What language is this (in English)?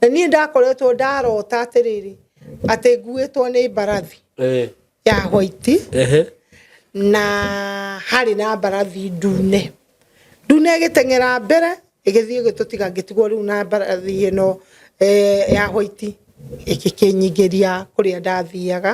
Kikuyu